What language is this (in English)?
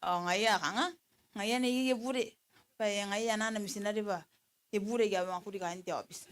Gilbertese